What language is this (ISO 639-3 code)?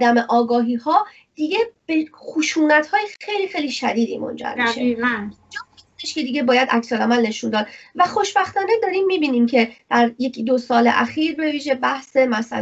fas